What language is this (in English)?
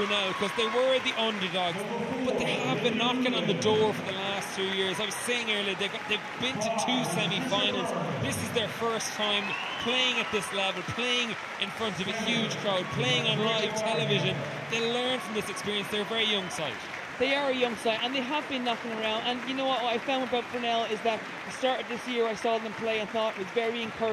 English